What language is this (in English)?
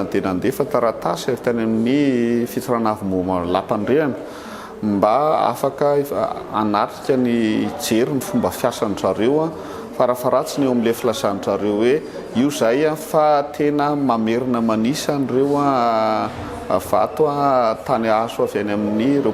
Malagasy